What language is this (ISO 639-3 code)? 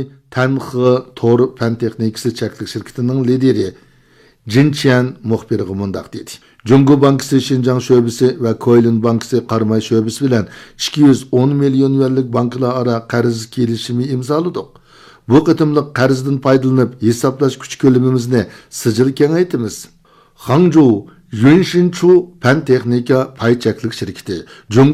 uig